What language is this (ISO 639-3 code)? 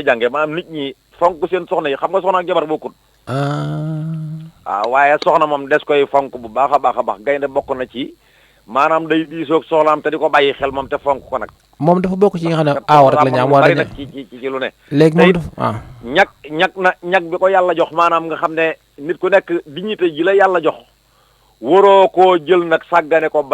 wol